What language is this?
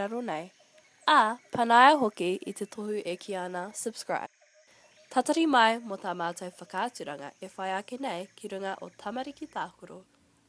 Māori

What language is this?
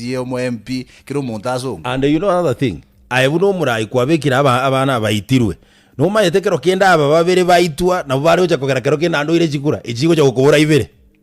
Gusii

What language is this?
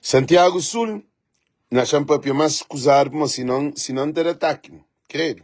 Kabuverdianu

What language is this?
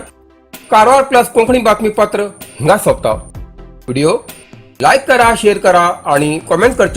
Konkani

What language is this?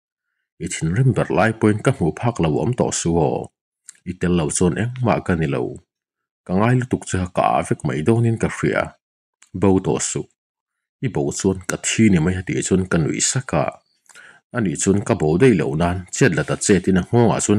Mizo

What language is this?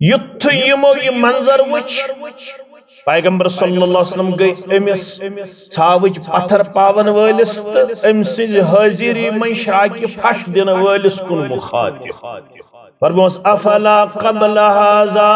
Kashmiri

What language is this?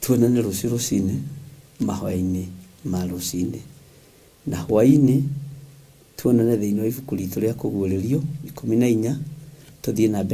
Kikuyu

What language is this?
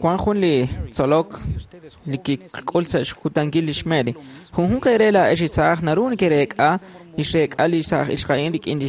Kekchí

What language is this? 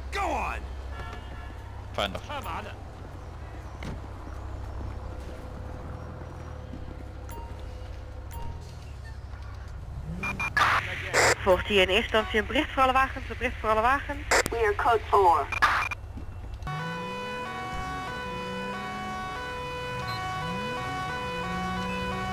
Dutch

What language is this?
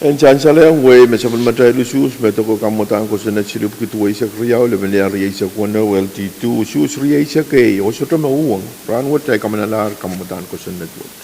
Pohnpeian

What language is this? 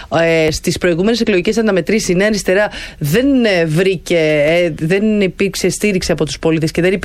Greek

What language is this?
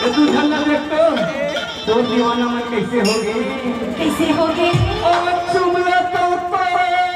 Chhattisgarhi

